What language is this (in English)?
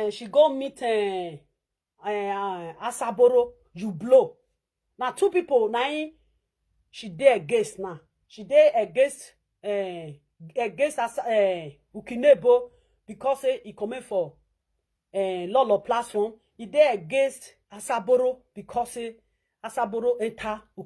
Nigerian Pidgin